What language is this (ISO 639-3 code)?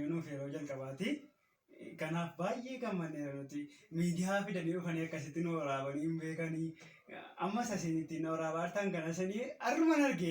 orm